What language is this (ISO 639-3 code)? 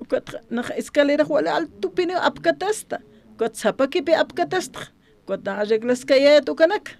aym